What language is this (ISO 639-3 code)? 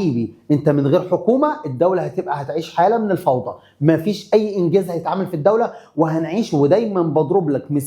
arz